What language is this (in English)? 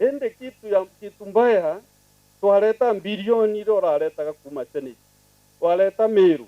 Meru